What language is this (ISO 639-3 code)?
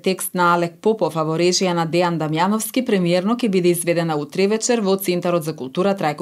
mkd